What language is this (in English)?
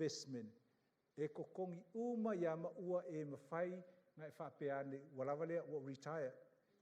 Samoan